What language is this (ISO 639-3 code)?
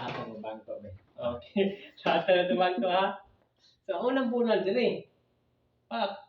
ceb